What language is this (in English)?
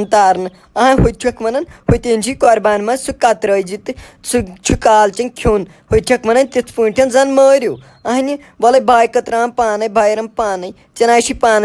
Kashmiri